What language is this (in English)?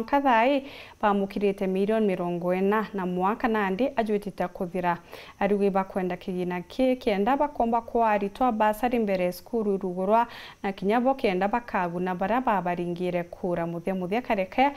Meru